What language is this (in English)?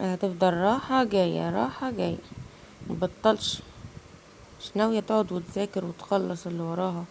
Egyptian Arabic